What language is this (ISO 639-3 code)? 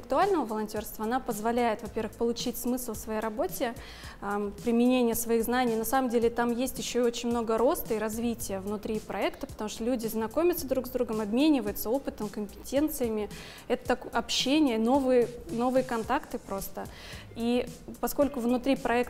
rus